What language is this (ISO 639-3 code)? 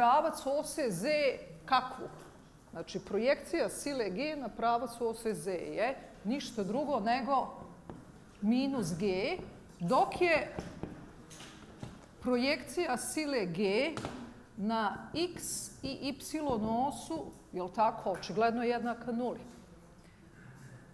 bos